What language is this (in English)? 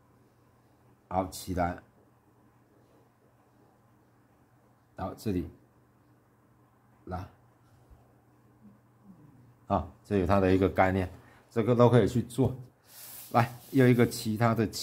Chinese